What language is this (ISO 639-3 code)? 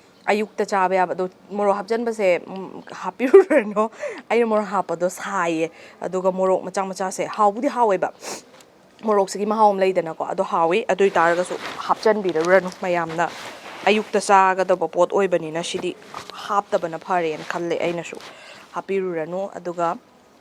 mni